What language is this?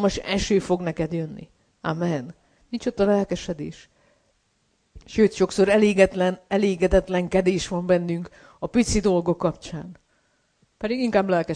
Hungarian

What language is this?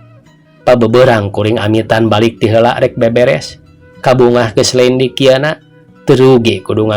Sundanese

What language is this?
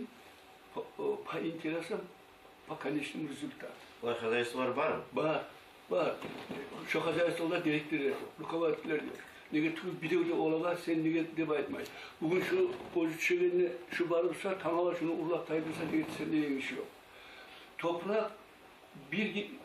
Kumyk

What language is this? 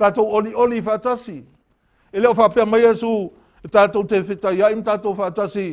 Samoan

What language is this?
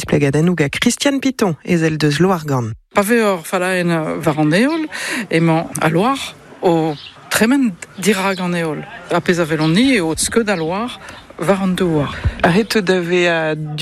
Breton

